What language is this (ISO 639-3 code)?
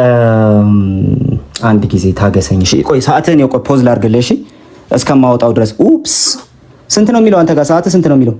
amh